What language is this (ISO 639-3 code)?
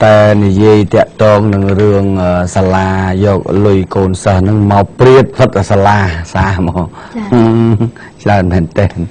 khm